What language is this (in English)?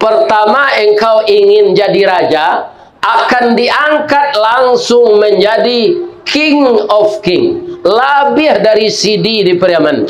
Minangkabau